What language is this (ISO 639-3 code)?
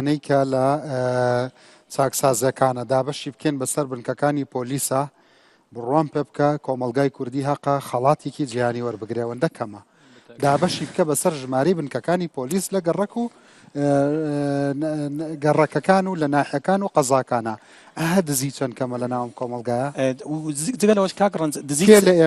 ckb